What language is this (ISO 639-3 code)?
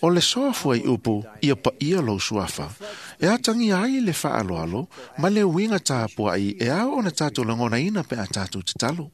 smo